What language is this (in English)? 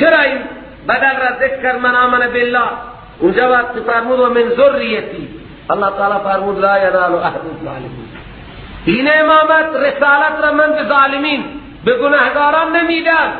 Persian